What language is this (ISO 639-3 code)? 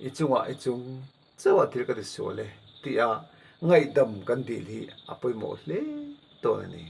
lus